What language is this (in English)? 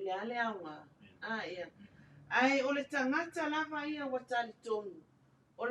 Samoan